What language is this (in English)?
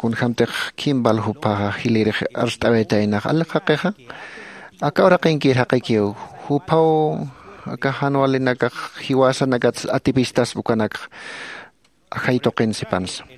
Aymara